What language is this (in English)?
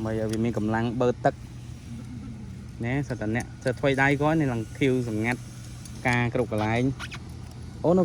Khmer